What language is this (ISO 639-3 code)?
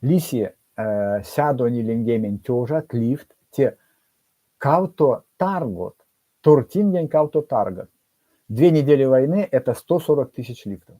myv